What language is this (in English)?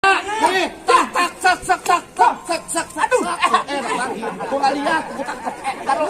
Betawi